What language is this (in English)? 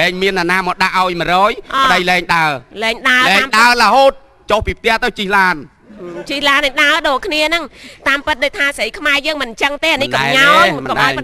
Khmer